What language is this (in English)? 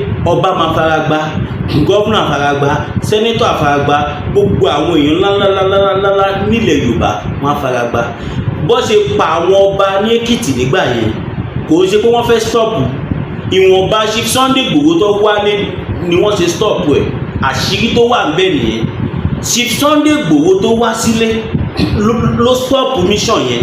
Yoruba